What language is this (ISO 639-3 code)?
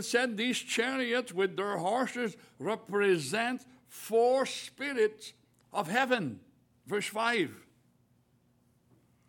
eng